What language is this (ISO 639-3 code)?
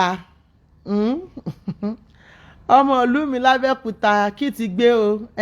yor